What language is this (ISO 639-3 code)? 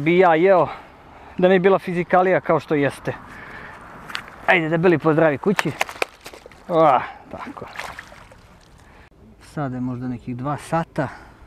srp